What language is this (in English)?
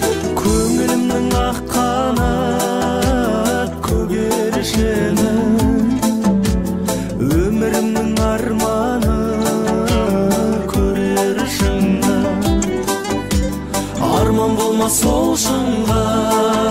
Kazakh